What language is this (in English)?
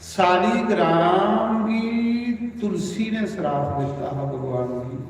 Dogri